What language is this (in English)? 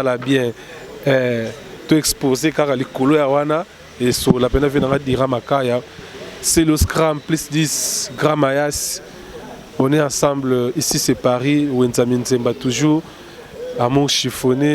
Lingala